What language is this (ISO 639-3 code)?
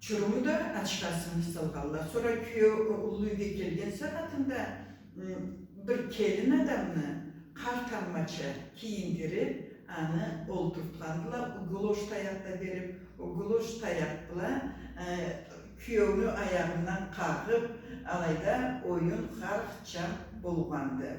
krc